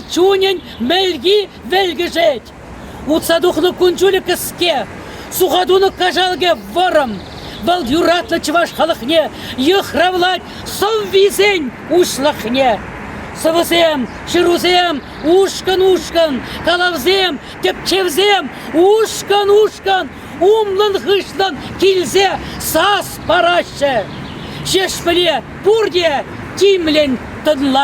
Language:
Chuvash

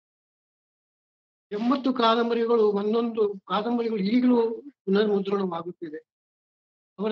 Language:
Kannada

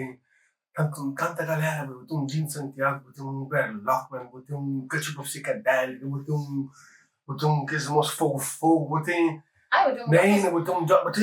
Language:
Kabuverdianu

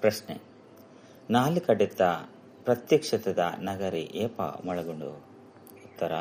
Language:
Tulu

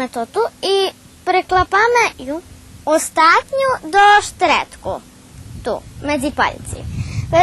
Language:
Rusyn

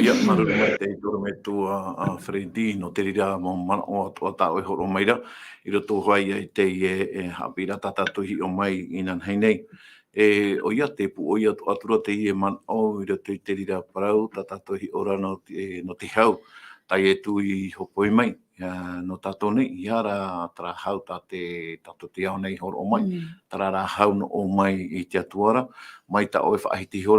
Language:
Tahitian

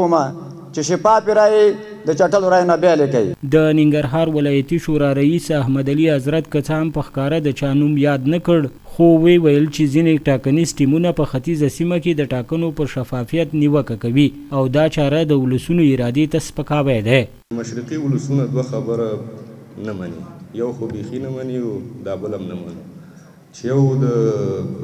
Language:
Pashto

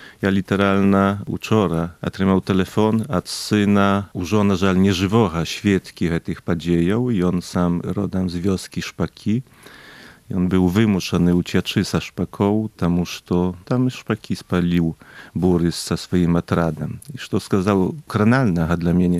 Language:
Belarusian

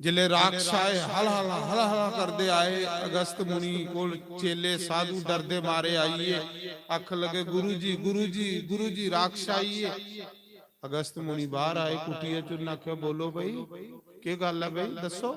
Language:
Dogri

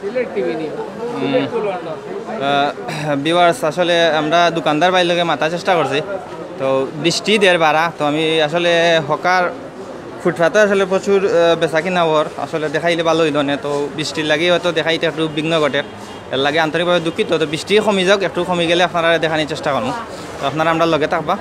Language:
Sylheti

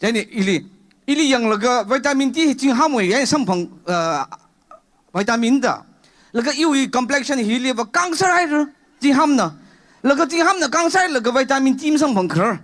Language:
Tangkhul Naga (India)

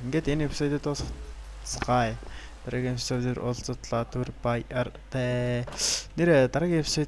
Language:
Mongolian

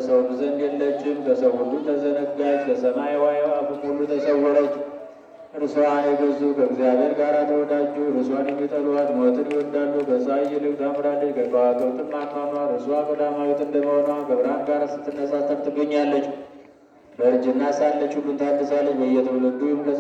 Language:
Amharic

